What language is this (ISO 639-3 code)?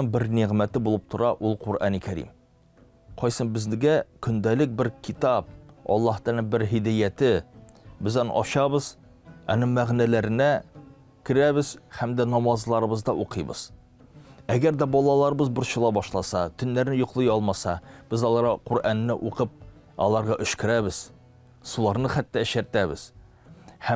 tat